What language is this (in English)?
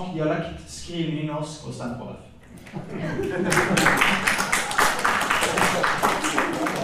Norwegian